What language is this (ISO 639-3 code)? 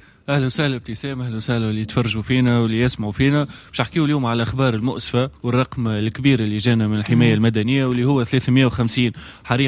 aeb